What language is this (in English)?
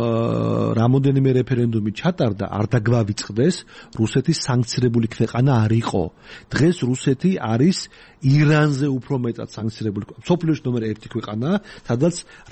Georgian